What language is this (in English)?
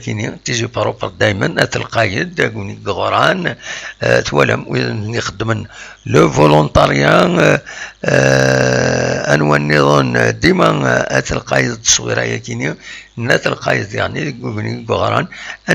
Kabyle